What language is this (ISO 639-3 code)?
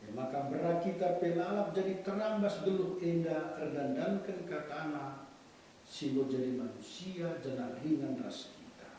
btx